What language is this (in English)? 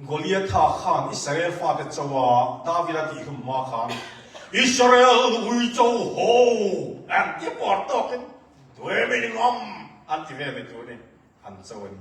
Hakha Chin